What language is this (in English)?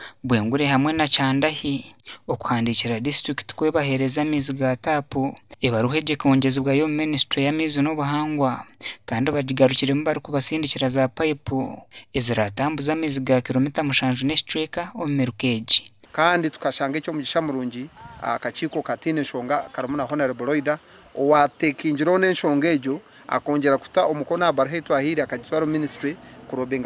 Nyankole